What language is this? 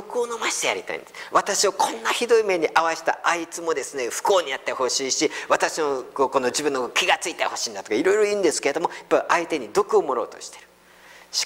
Japanese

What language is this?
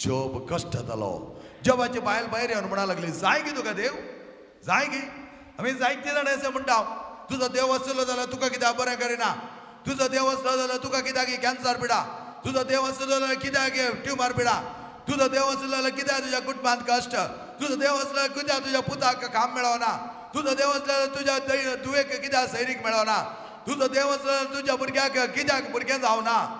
Konkani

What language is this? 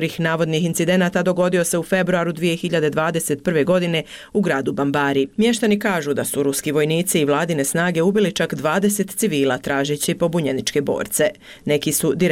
Bosnian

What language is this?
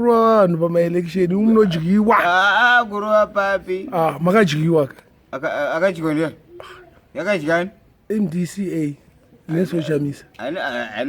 Shona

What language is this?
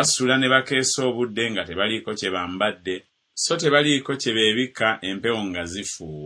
Ganda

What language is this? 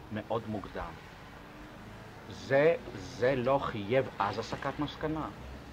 Hebrew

